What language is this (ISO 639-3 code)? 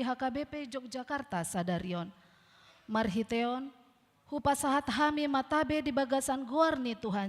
bbc